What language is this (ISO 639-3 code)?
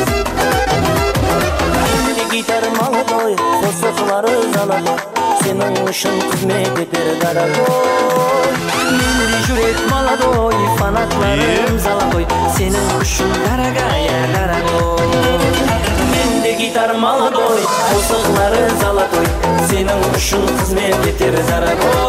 kaa